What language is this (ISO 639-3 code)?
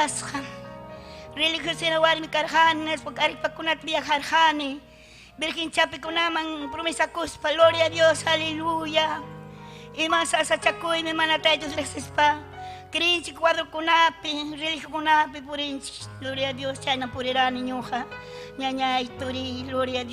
quy